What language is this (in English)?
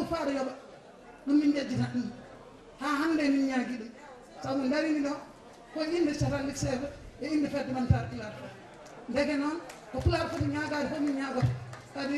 Fula